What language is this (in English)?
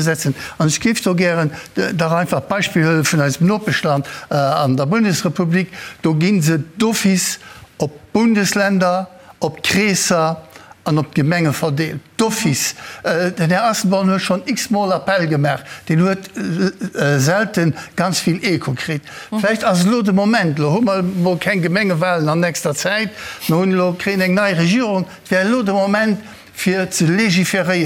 Luxembourgish